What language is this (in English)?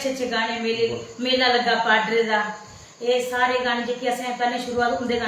Dogri